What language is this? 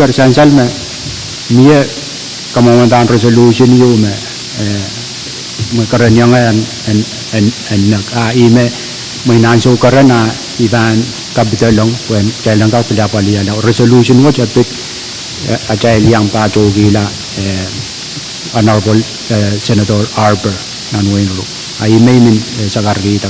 Pohnpeian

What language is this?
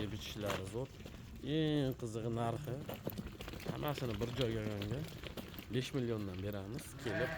Uzbek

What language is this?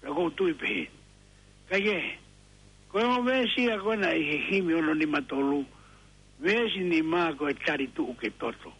Tongan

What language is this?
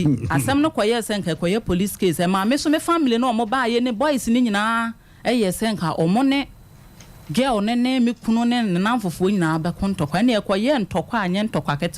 Akan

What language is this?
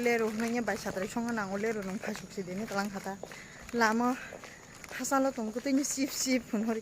Kok Borok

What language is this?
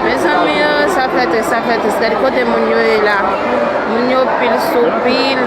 Haitian Creole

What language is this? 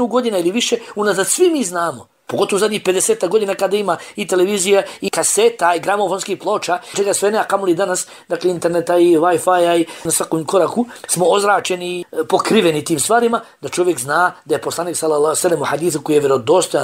Bosnian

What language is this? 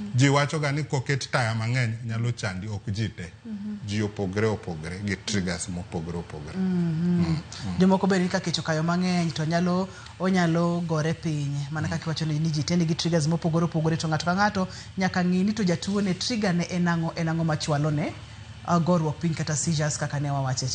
Luo (Kenya and Tanzania)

